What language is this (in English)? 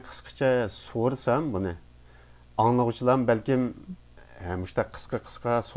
Uyghur